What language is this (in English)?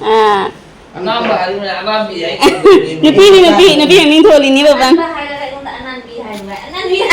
Manipuri